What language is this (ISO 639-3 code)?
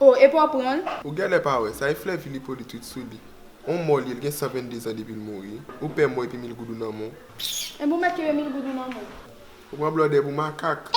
hat